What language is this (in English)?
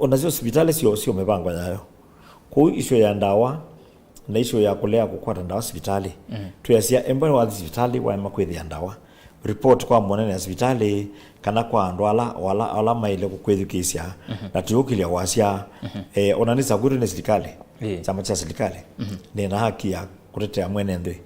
Kamba